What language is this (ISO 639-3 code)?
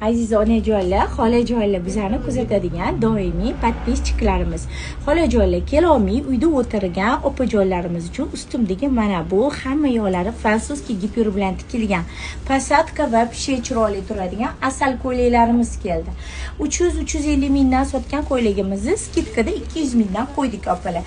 uzb